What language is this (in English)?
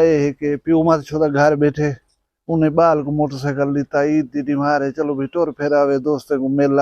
Saraiki